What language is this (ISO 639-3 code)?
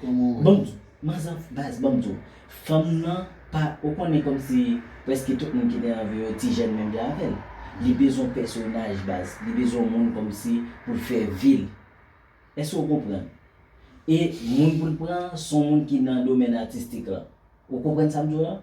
hat